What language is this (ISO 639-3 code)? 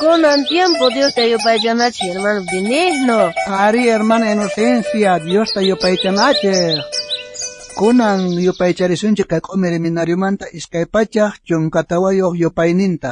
quh